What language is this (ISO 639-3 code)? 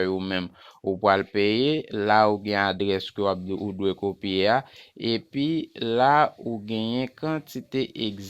hat